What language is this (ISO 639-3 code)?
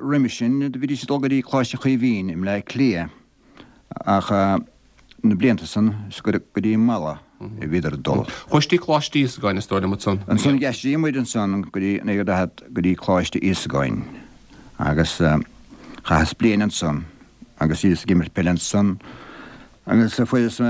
gle